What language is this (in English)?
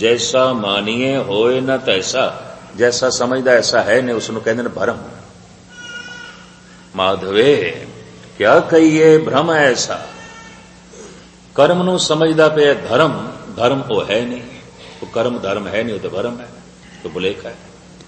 Punjabi